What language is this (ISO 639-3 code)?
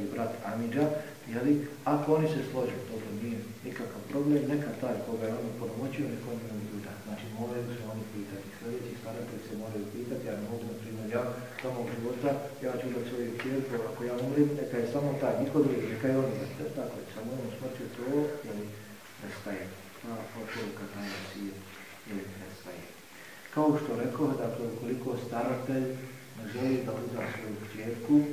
bos